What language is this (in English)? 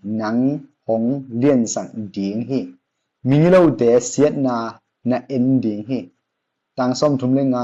Tedim Chin